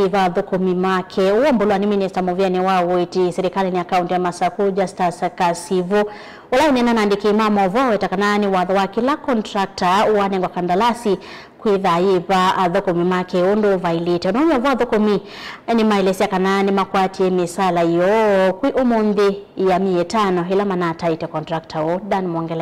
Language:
Kamba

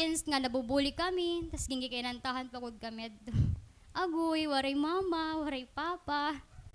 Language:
Waray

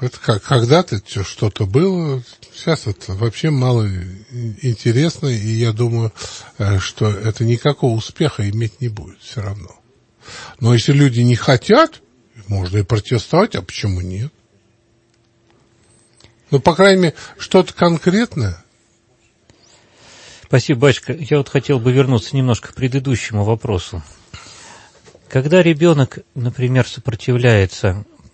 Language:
Russian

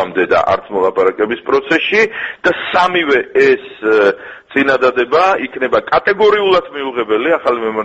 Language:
Georgian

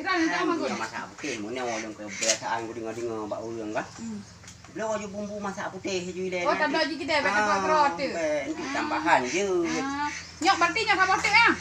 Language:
Achinese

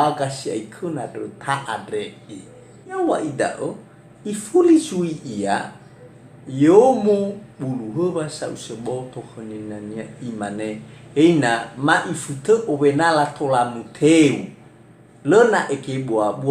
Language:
Nias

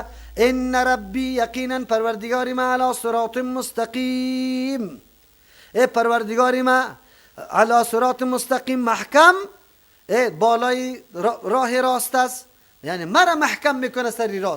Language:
Persian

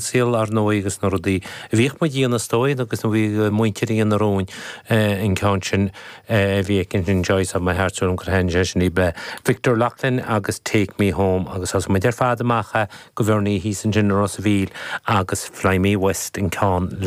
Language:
Irish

